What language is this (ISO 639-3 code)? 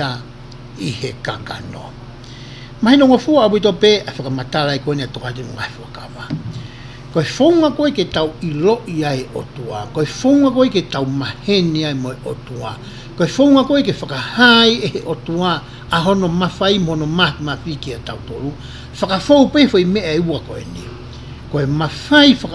ton